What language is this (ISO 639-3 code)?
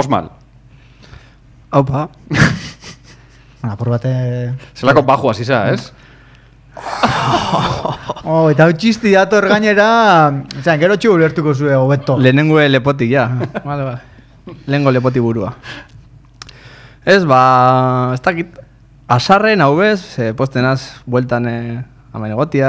eus